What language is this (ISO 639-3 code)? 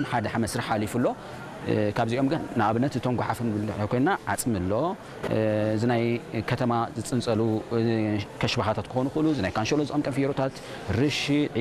tir